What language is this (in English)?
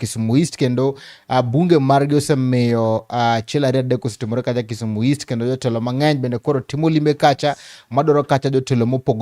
Luo (Kenya and Tanzania)